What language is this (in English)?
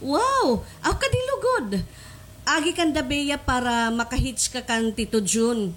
Waray